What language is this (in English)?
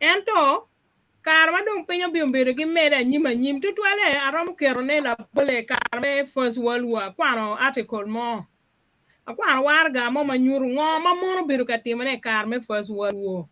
Acoli